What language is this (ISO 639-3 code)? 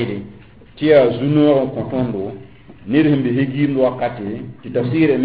mos